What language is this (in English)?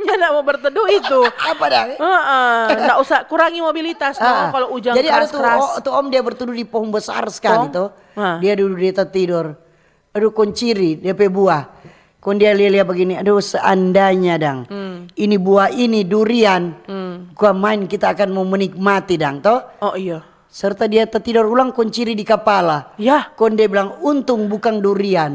Manado Malay